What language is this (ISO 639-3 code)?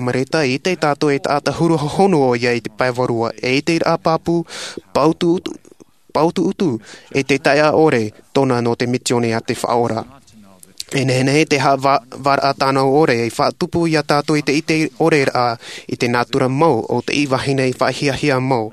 tah